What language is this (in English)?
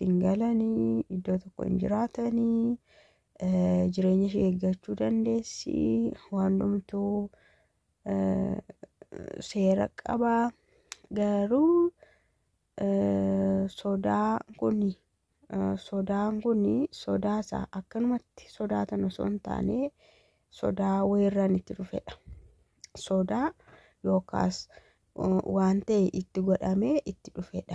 Oromo